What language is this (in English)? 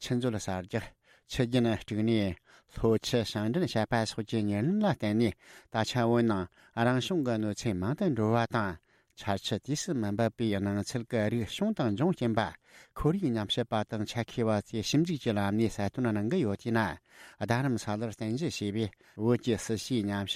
Tibetan